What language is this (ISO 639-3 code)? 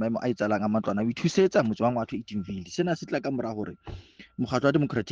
sot